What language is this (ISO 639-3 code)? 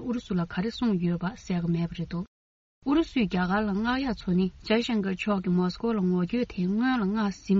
bod